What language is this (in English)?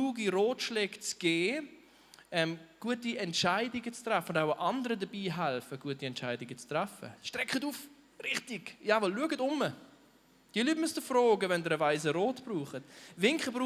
Swiss German